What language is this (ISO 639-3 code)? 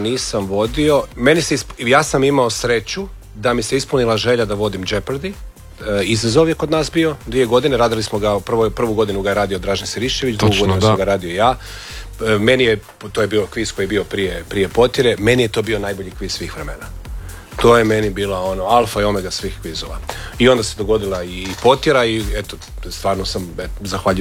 hrv